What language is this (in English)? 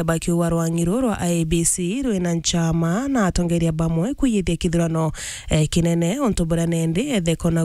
Meru